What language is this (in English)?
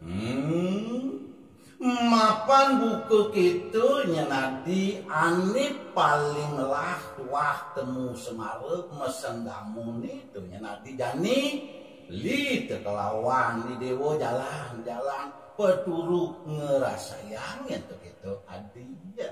Balinese